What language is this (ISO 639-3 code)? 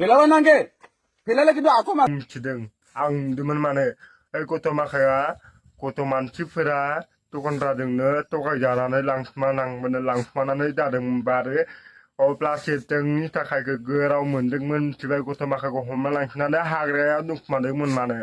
brx